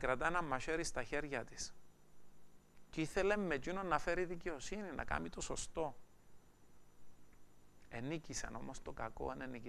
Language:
Greek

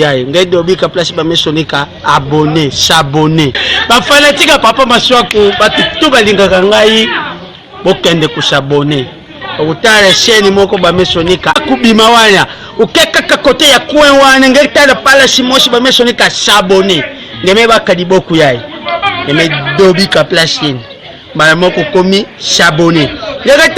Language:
Lingala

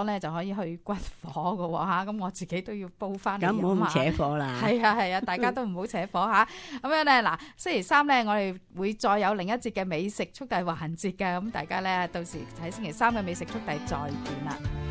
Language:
Cantonese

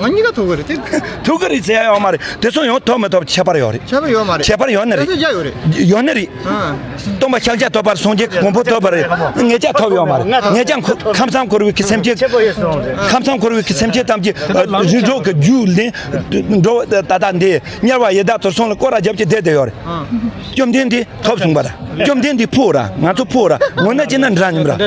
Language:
Tibetan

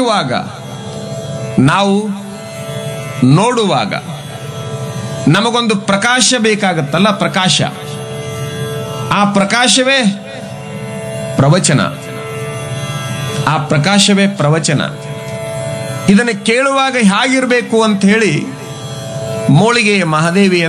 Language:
Kannada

